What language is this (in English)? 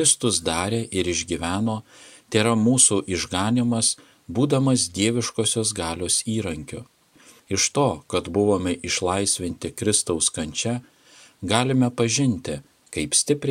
Lithuanian